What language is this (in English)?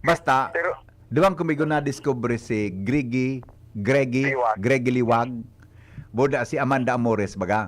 Bikol